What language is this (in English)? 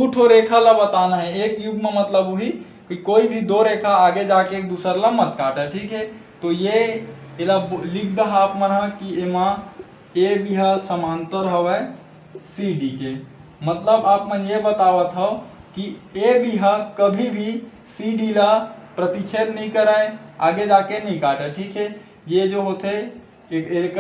Chhattisgarhi